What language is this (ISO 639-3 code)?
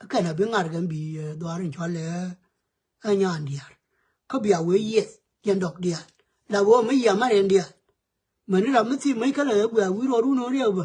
nus